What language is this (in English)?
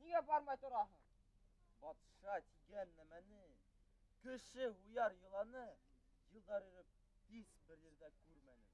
Bashkir